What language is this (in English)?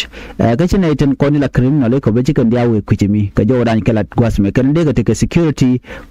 Nuer